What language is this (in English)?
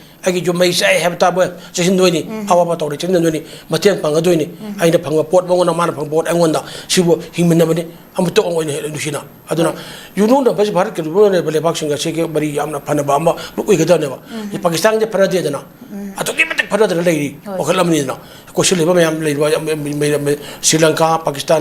Manipuri